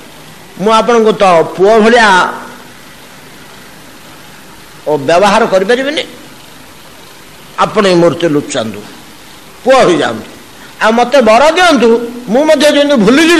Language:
Odia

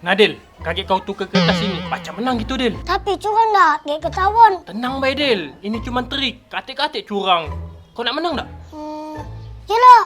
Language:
Musi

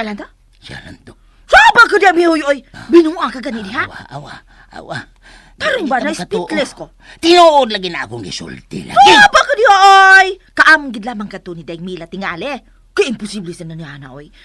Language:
Cebuano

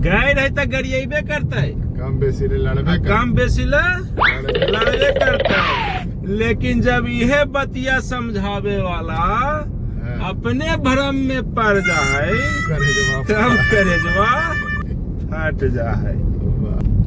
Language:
Magahi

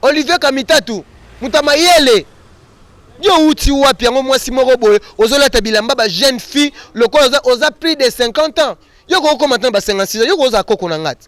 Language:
Lingala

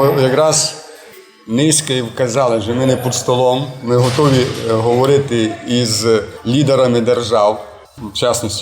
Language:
Rusyn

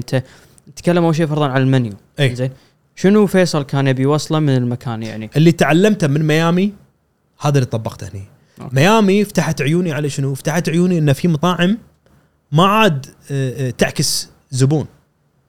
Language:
Gulf Arabic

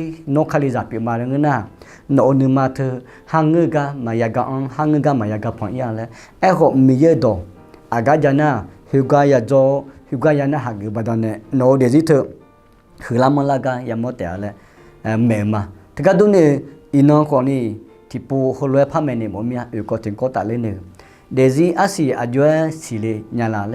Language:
Akha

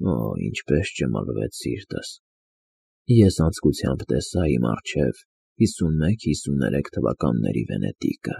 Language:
Armenian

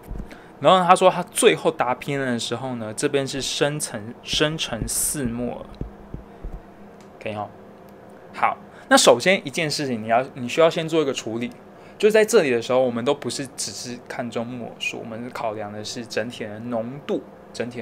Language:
Chinese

